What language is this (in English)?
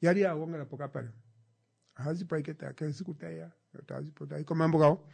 Kuanyama